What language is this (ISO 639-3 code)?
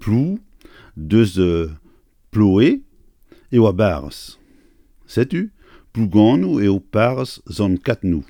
bre